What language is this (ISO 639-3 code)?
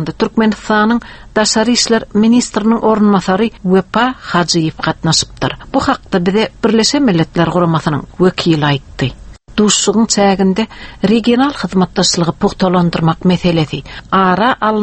tuk